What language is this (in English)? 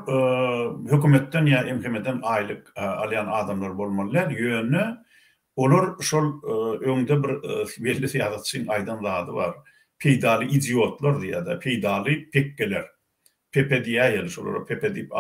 Turkmen